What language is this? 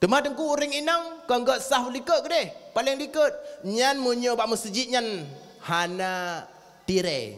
Achinese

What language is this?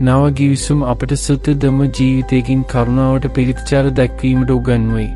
Sinhala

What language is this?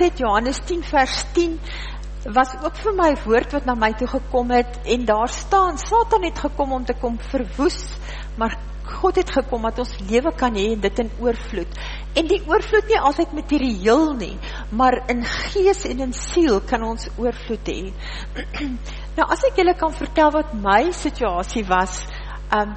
Afrikaans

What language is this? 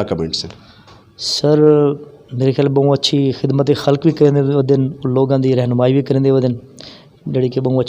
Saraiki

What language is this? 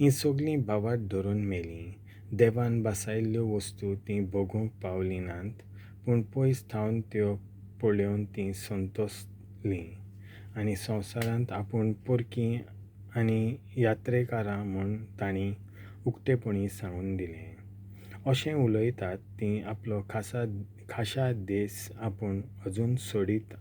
Konkani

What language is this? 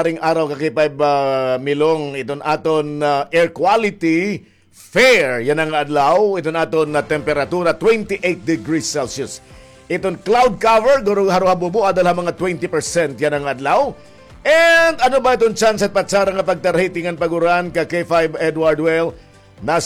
Waray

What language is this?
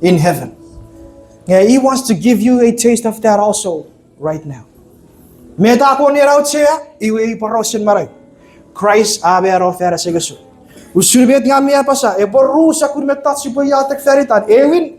Chuukese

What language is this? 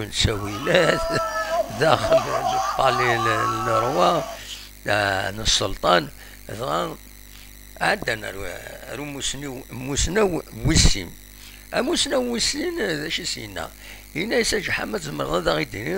Kabyle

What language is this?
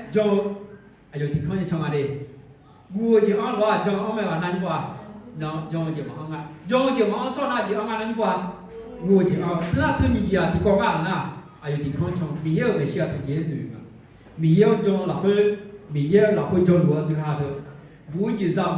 Akha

